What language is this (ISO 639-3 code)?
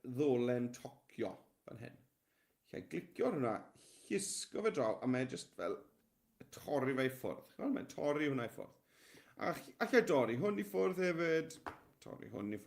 cym